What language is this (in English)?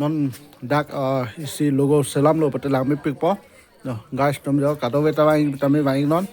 Karbi